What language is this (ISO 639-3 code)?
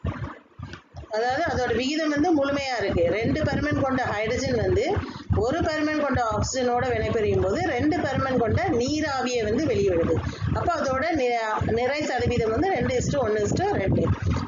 tam